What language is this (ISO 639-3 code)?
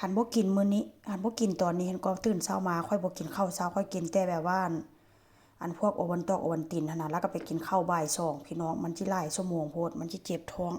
lao